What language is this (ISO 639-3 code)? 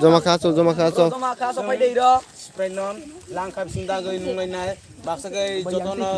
trp